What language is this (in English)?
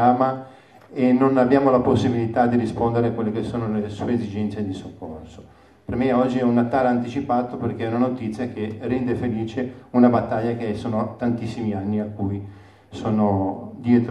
Italian